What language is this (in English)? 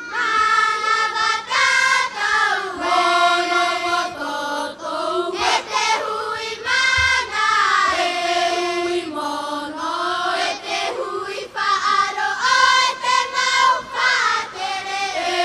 Tahitian